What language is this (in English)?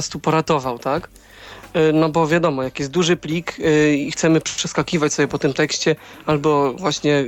Polish